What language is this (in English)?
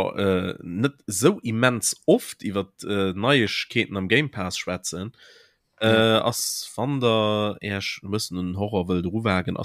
Luxembourgish